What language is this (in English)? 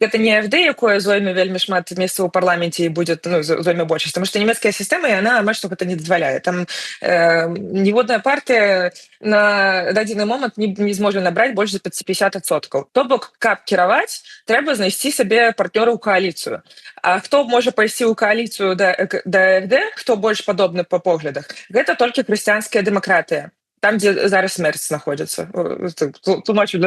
Belarusian